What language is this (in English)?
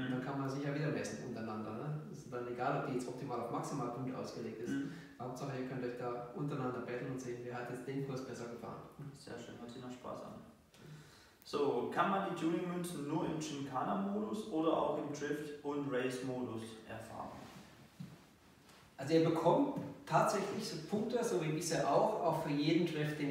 German